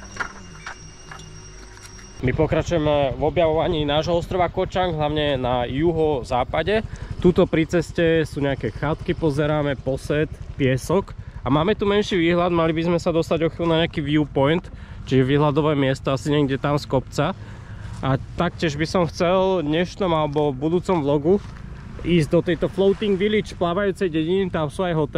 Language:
Slovak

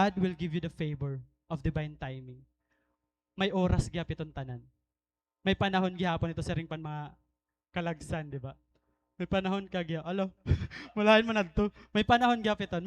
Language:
Waray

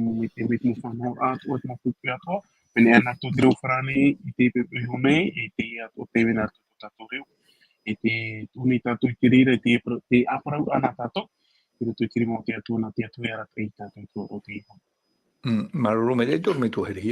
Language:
Tahitian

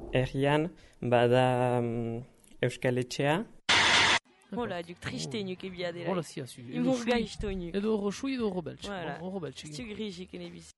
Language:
Basque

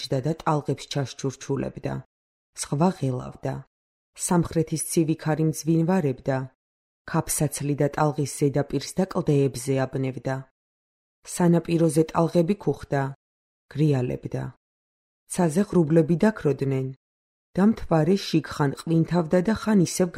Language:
Georgian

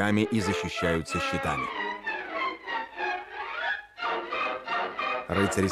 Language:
Russian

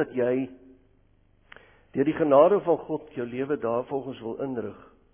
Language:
Afrikaans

